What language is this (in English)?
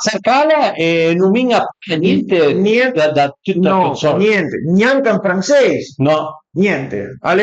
Piedmontese